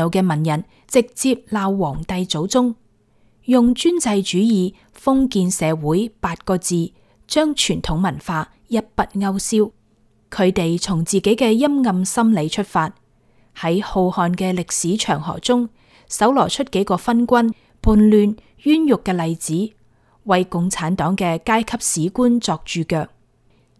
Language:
Cantonese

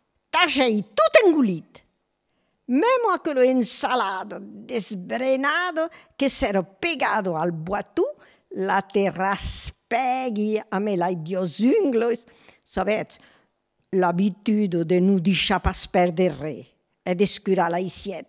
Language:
Occitan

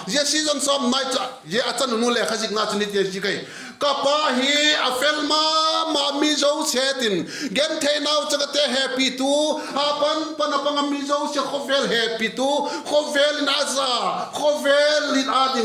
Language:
Vaiphei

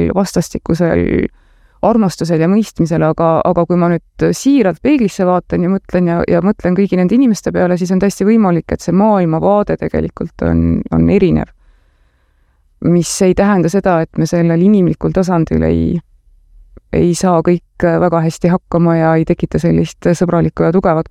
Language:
Estonian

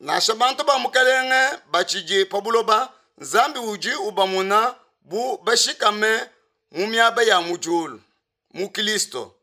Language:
Luba-Lulua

